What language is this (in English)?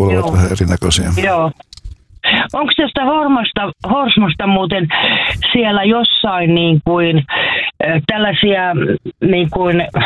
Finnish